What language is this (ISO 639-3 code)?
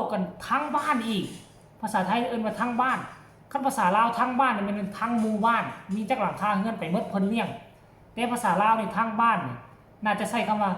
tts